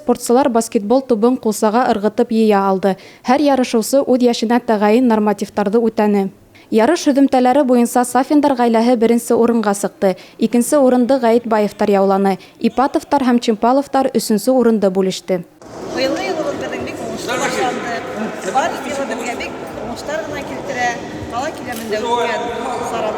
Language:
Bashkir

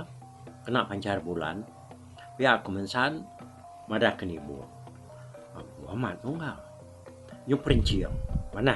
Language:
Iban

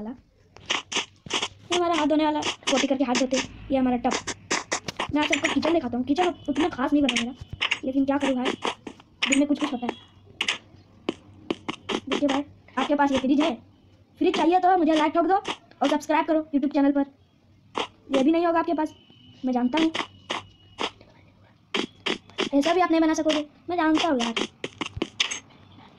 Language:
Hindi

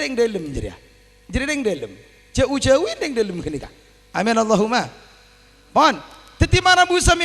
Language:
Madurese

